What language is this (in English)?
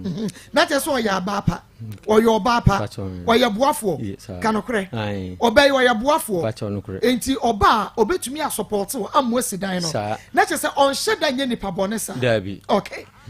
Akan